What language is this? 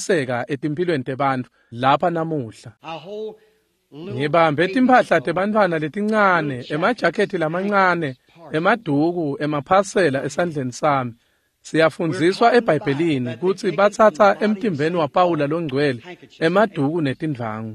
Swati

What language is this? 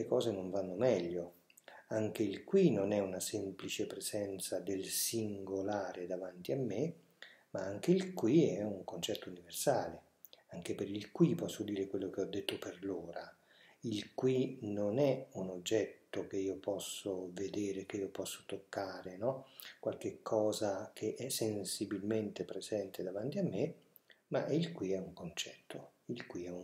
Italian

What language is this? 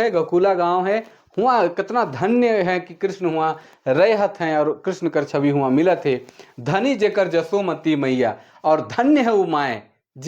Sadri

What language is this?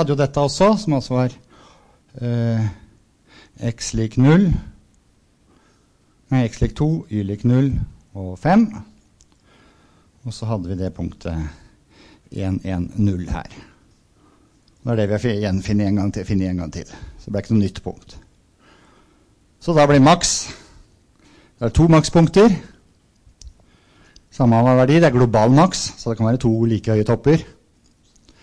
Norwegian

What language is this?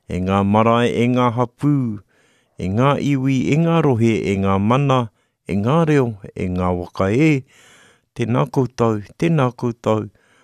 Māori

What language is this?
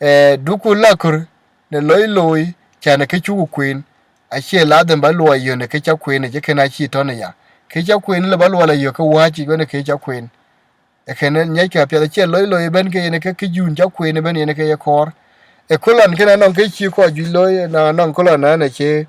Dinka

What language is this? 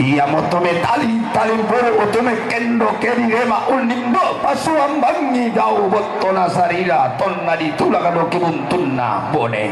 Toraja-Sa'dan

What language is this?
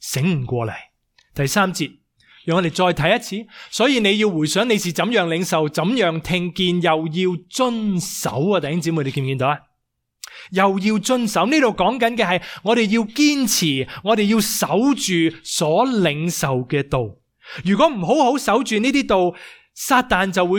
Cantonese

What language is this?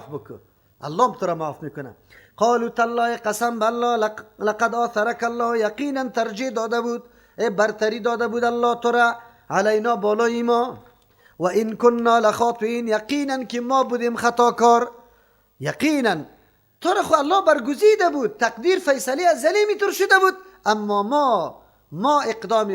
Persian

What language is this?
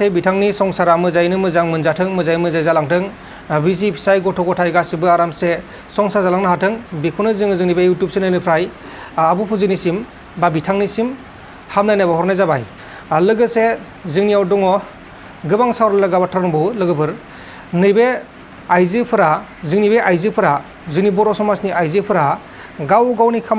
Bodo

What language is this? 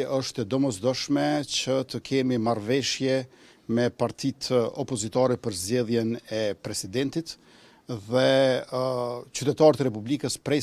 Albanian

